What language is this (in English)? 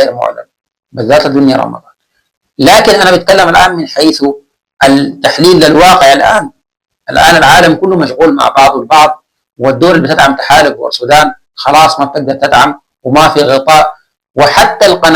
Sudanese Arabic